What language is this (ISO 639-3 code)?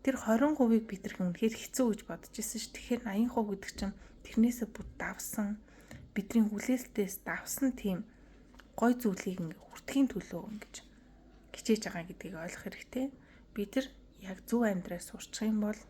mon